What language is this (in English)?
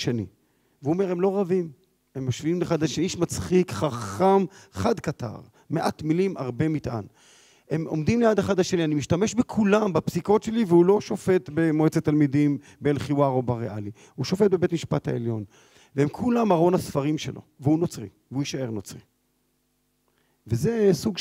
Hebrew